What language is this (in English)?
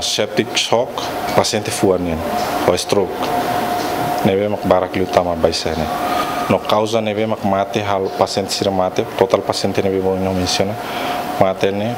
Tetum